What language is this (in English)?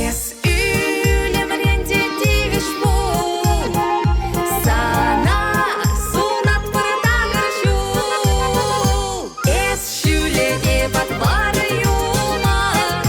Chuvash